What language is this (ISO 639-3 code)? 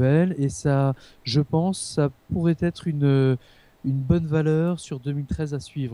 fra